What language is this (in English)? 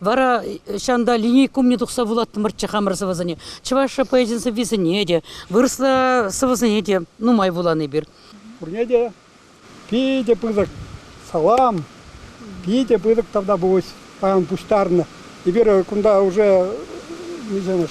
Chuvash